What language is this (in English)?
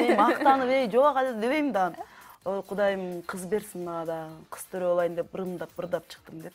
Kyrgyz